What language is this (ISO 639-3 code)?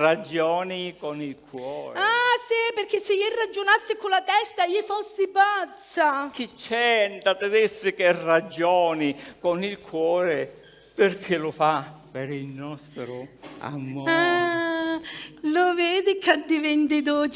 scn